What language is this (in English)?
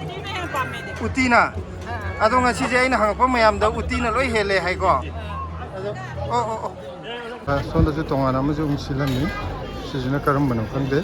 Manipuri